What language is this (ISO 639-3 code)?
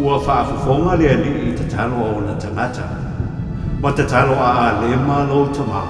smo